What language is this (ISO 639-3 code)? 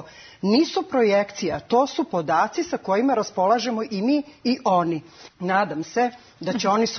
srp